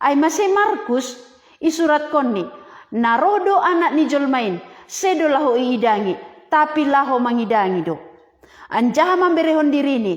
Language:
Batak Simalungun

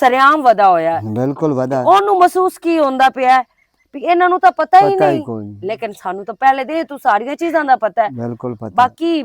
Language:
Western Panjabi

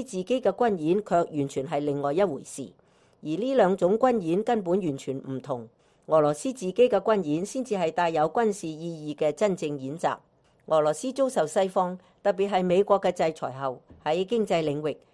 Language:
Cantonese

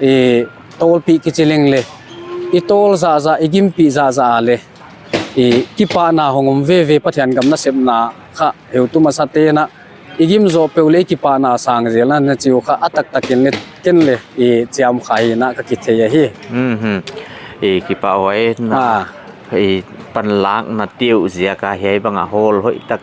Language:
Paite Chin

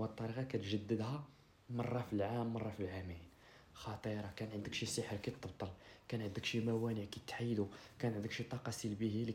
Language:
Moroccan Arabic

